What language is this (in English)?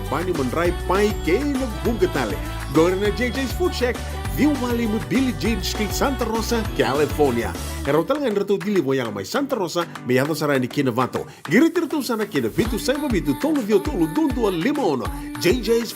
Fijian